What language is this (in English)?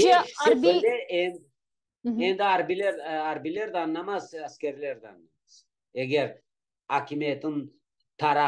Crimean Tatar